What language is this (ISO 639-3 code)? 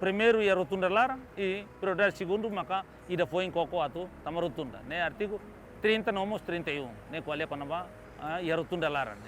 tet